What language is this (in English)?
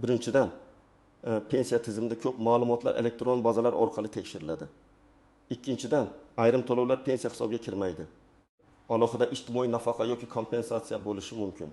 Uzbek